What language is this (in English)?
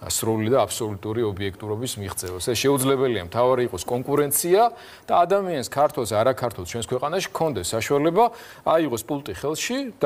Georgian